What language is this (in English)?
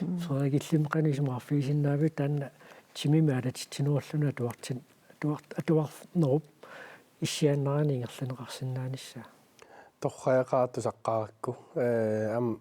Kalaallisut